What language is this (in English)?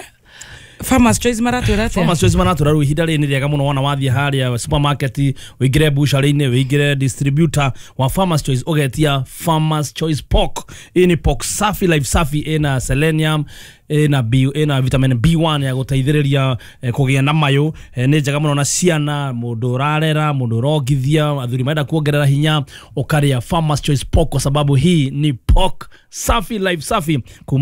Kikuyu